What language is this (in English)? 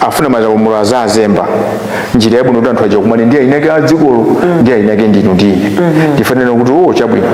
Nyanja